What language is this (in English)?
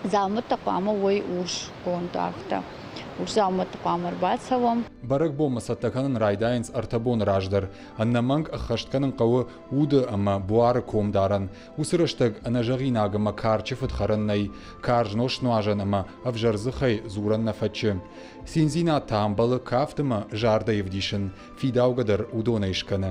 Ossetic